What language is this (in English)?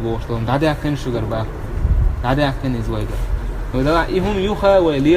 Chechen